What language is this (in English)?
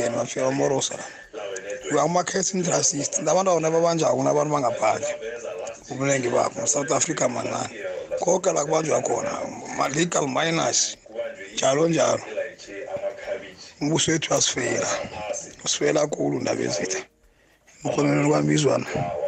South Ndebele